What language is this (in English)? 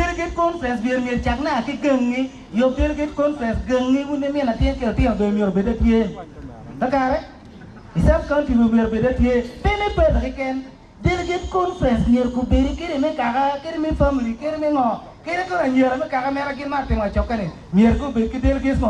Acoli